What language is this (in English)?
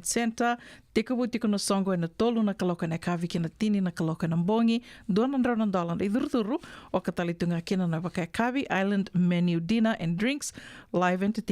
Fijian